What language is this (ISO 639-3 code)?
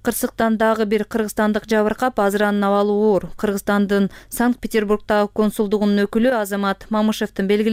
kir